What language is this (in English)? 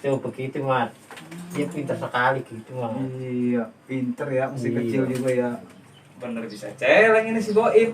Betawi